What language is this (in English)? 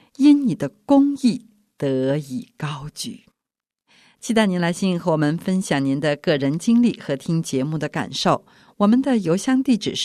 Chinese